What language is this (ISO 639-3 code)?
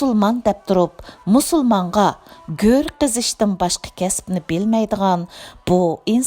uig